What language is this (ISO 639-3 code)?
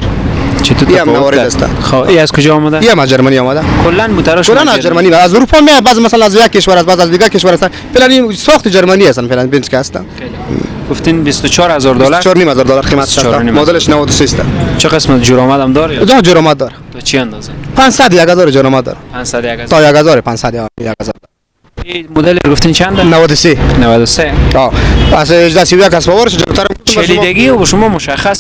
fas